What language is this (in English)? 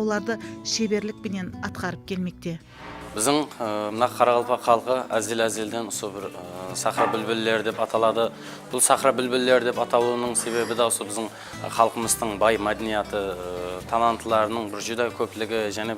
Kara-Kalpak